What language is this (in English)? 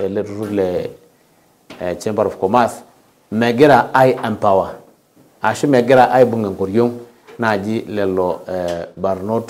Masai